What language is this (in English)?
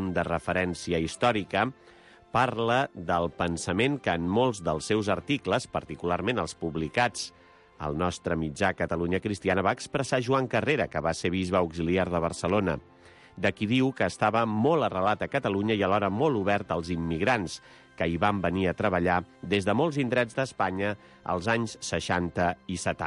Catalan